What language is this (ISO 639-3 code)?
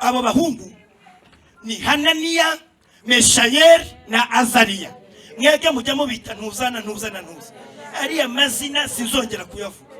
kin